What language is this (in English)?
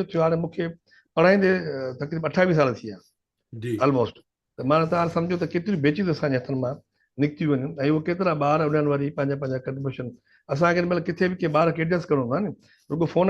Sindhi